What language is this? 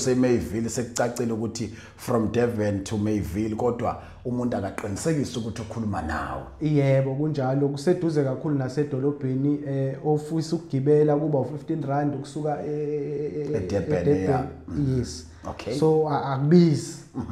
Zulu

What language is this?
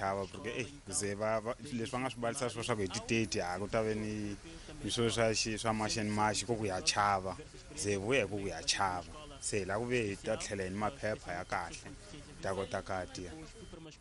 Tsonga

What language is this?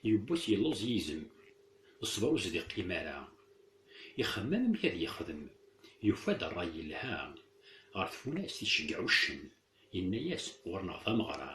Kabyle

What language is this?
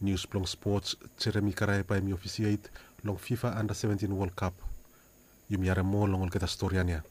Bislama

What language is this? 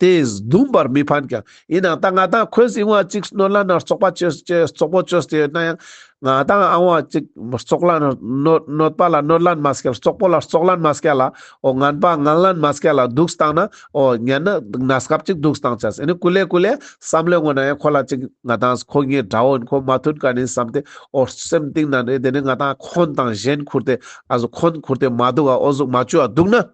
Ladakhi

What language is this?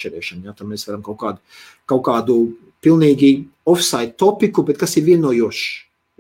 Latvian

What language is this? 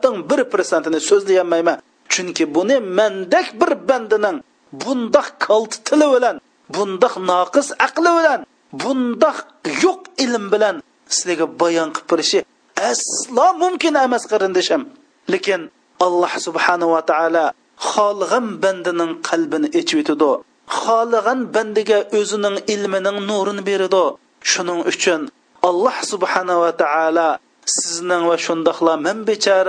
Uyghur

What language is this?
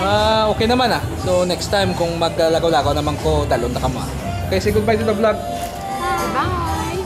Hiligaynon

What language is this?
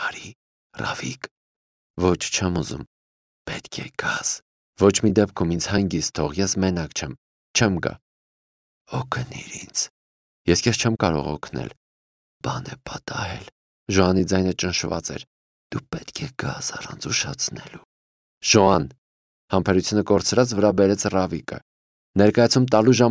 Armenian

